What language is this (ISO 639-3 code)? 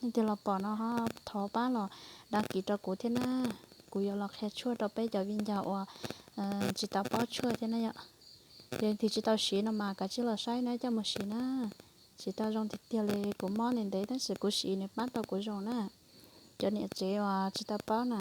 hmn